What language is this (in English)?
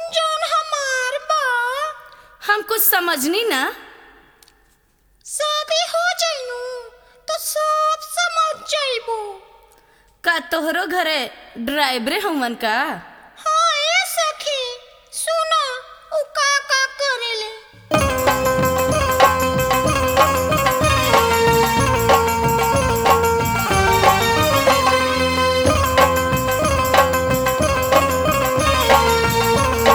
Bhojpuri